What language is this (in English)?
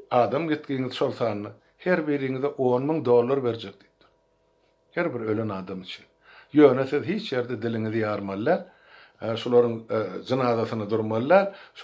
Turkmen